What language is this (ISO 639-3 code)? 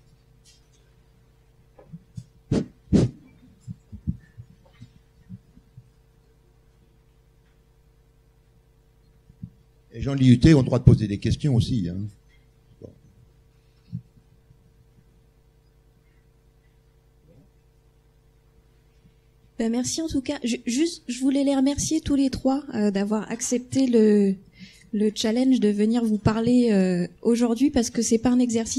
fra